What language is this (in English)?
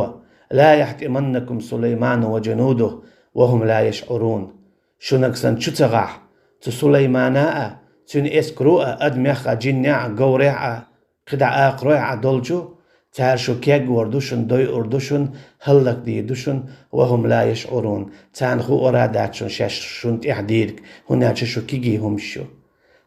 Chechen